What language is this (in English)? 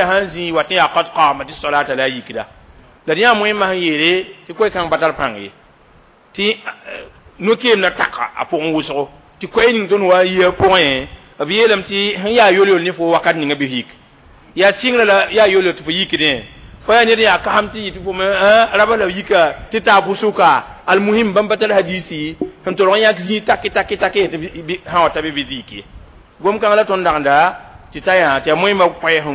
Mossi